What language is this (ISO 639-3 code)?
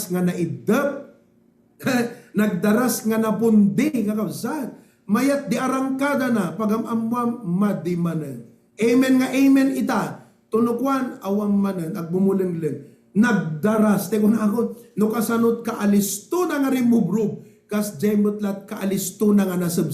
ilo